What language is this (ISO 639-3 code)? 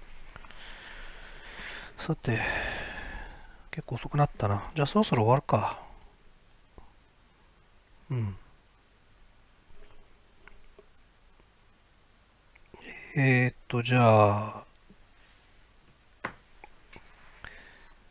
jpn